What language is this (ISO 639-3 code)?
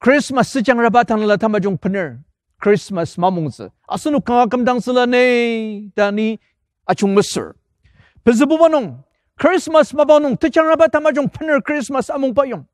njo